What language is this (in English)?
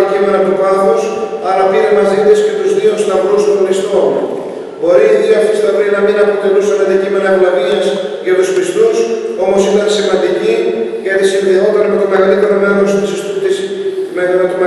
Greek